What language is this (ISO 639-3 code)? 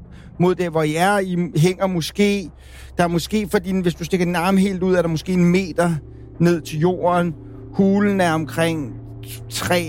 dan